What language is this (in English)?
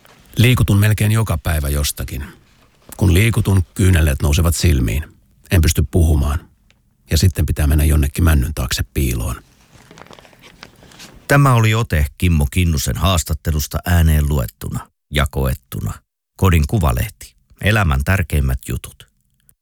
Finnish